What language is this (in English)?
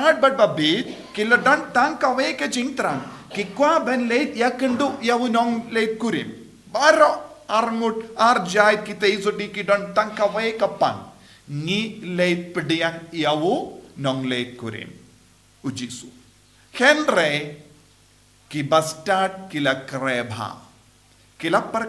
Khasi